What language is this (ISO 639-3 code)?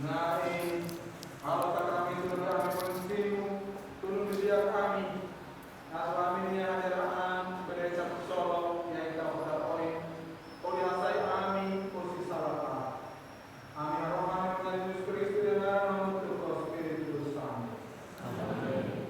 tet